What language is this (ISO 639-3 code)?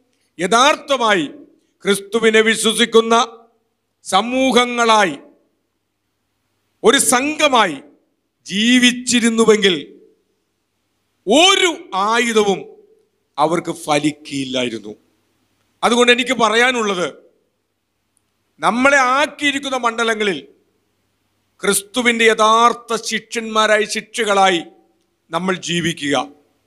mal